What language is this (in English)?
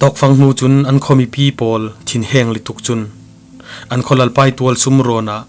Falam Chin